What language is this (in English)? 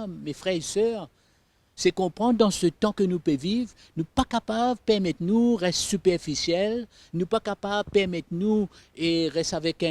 Morisyen